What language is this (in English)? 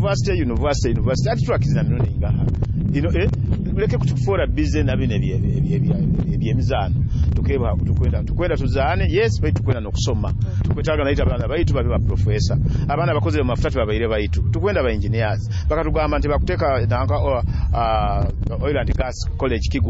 Nyoro